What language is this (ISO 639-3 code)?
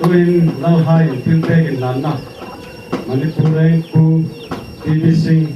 hmr